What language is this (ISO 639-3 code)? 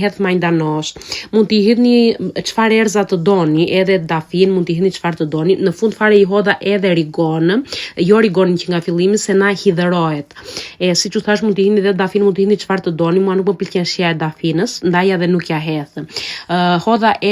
sqi